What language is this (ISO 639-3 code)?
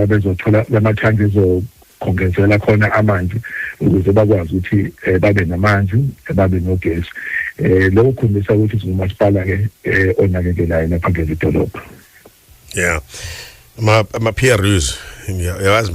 zul